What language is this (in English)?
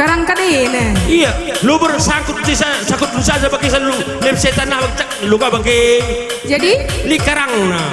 Batak Karo